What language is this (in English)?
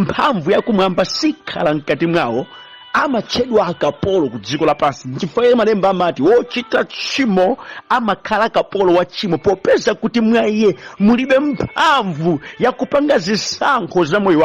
Nyanja